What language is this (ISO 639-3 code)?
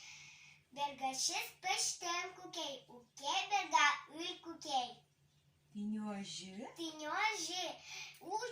udm